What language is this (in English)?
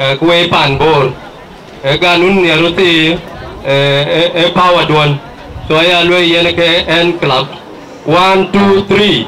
Dinka